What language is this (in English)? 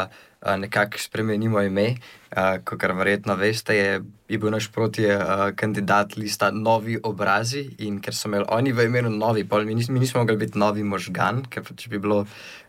Slovenian